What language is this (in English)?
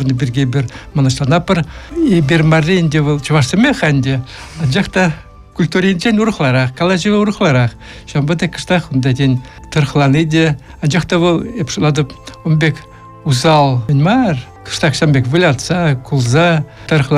Chuvash